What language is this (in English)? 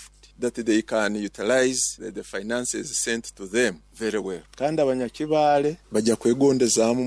Nyoro